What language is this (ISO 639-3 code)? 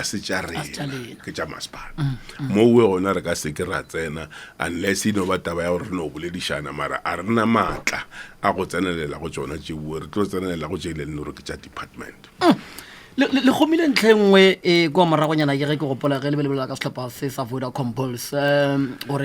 nso